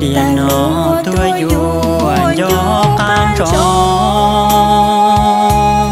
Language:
Hmong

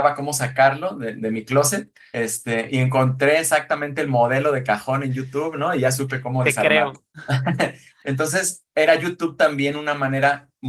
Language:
Spanish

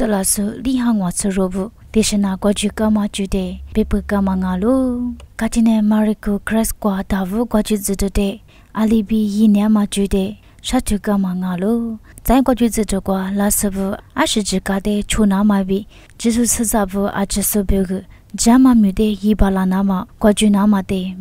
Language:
Lisu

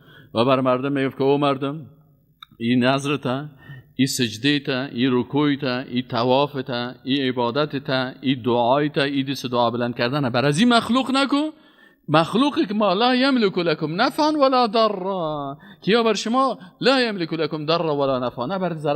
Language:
Persian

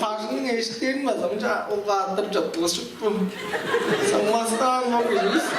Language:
Tuvinian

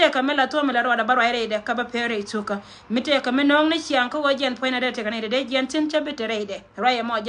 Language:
Nuer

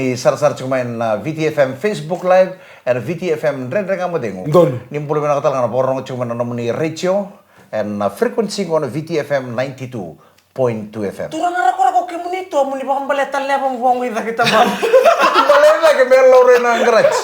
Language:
Fijian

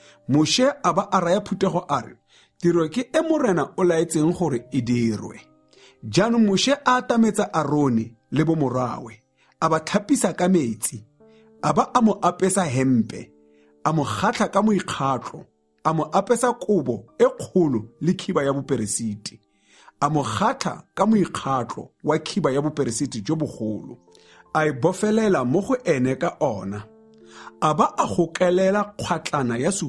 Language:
Tswana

